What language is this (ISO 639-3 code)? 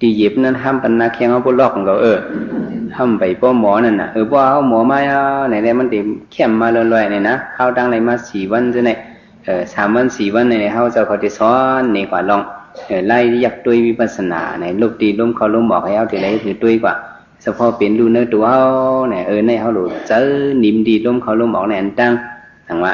shn